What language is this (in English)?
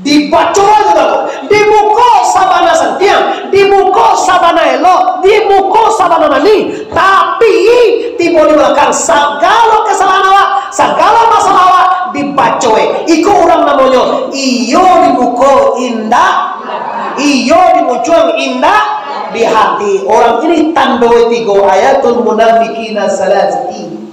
Minangkabau